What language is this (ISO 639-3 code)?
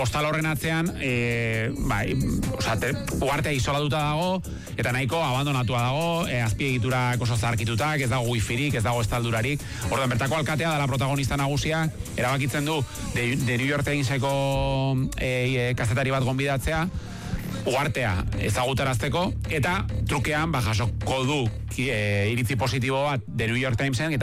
eus